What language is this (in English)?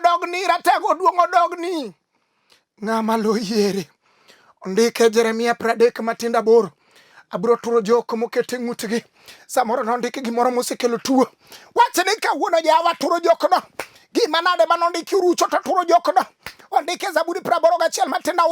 Luo (Kenya and Tanzania)